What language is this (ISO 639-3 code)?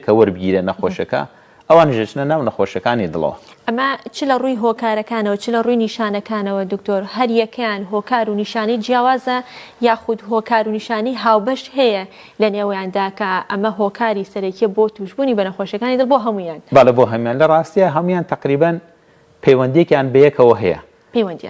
ckb